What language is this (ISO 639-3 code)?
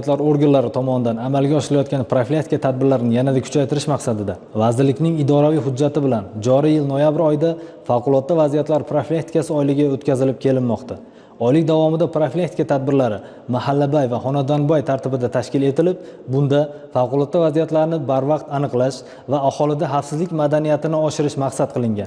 uzb